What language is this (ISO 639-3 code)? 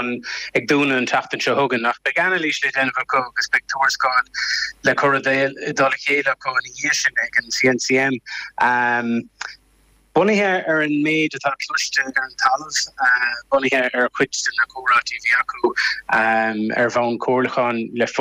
gle